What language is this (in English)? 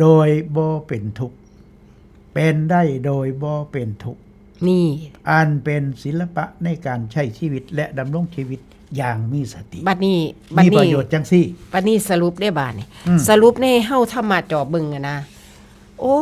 Northeastern Thai